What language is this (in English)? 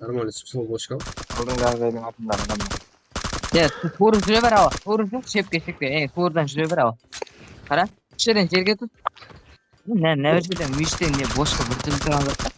Kara-Kalpak